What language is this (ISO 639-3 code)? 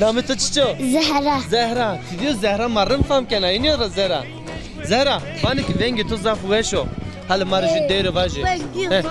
zza